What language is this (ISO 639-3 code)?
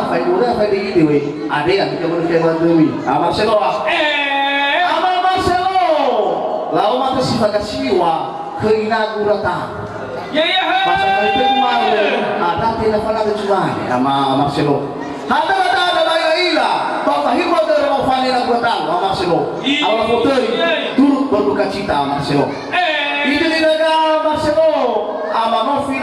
nia